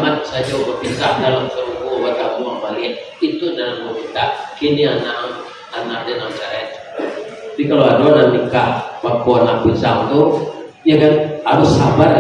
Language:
Minangkabau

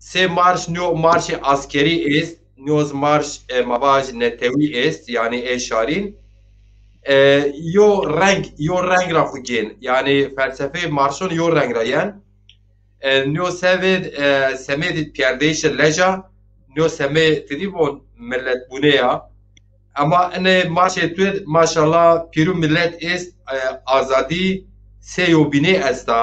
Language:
Zaza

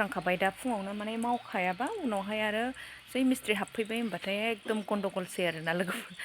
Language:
Bodo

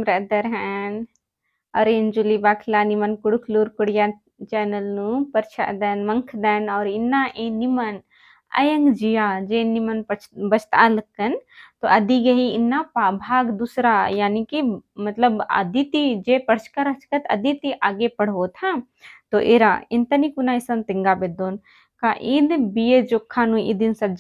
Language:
Kurukh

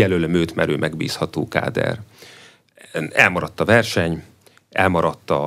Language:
Hungarian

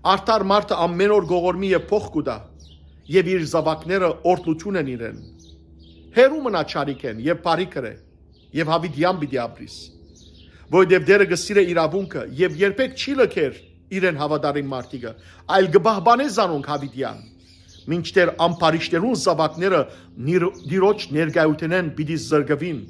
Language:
Western Armenian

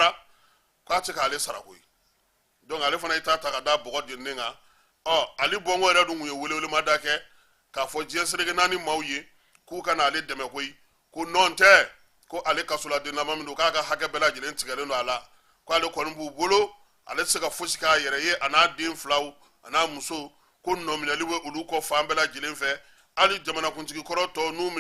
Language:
Bambara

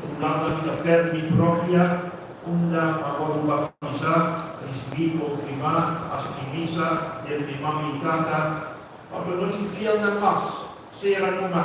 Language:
Papiamento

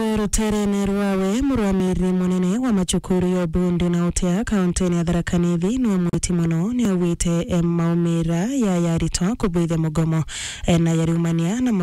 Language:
Meru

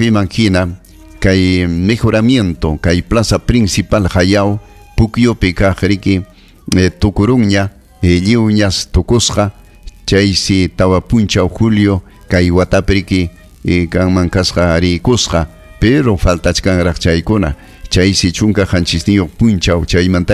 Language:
Ayacucho Quechua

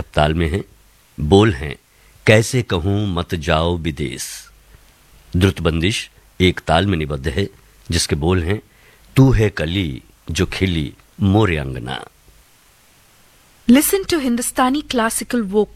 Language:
Hindi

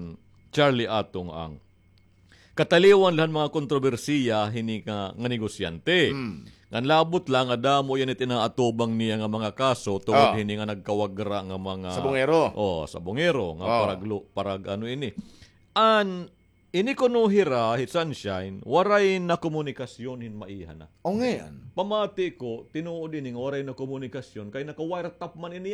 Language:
Waray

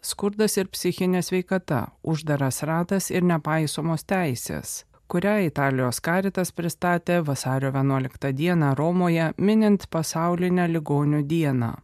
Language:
Lithuanian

